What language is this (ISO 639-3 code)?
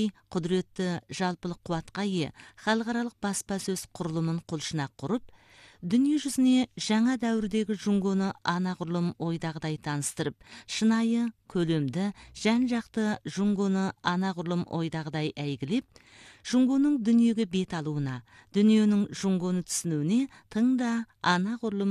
kaz